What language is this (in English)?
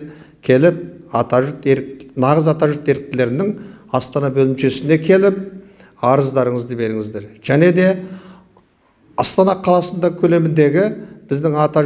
Kazakh